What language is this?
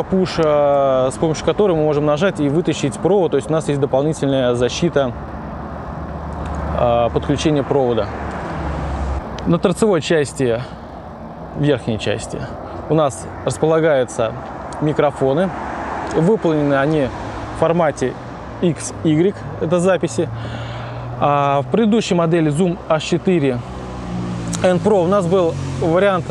Russian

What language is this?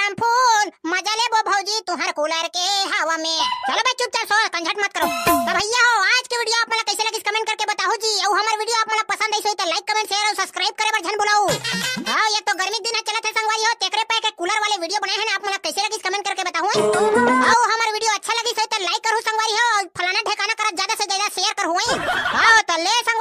Chhattisgarhi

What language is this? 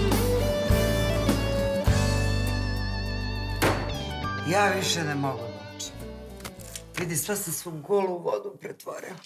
Serbian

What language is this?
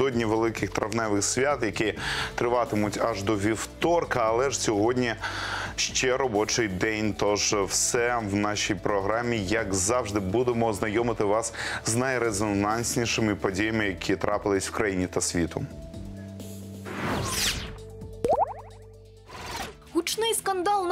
Ukrainian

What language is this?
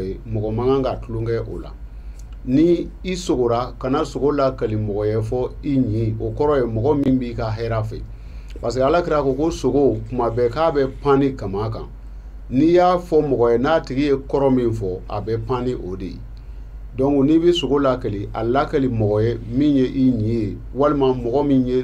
Bambara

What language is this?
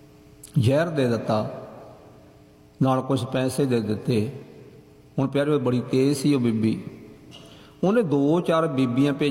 Punjabi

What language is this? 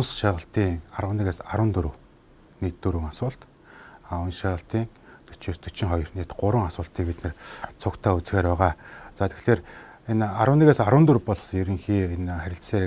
Mongolian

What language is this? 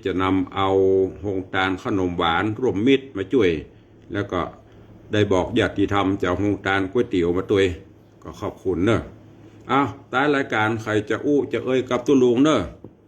Northern Thai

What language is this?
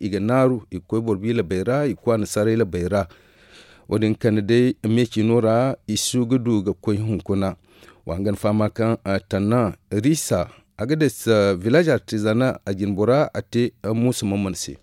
Zarma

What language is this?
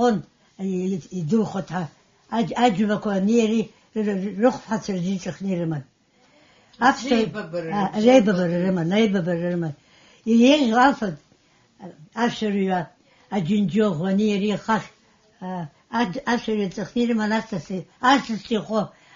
Abkhazian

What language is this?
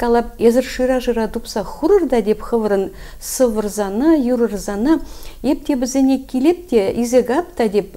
Chuvash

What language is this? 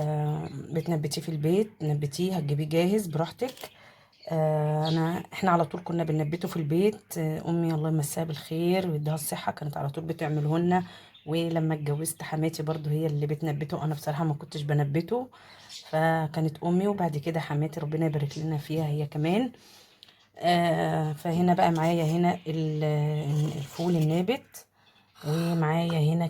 Egyptian Arabic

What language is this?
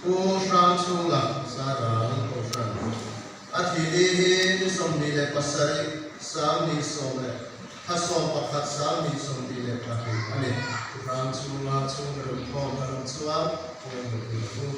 Mizo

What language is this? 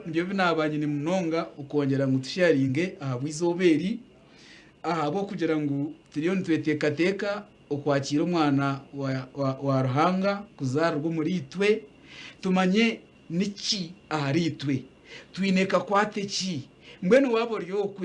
Nyankole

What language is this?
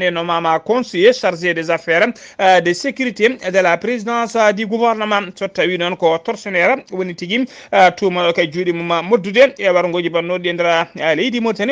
Fula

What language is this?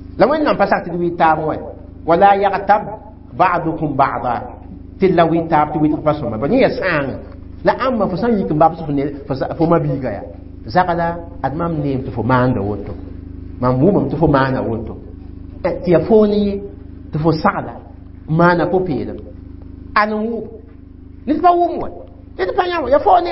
Mossi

